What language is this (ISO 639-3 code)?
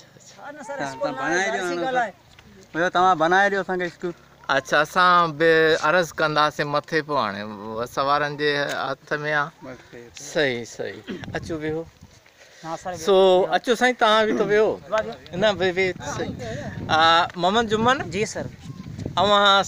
snd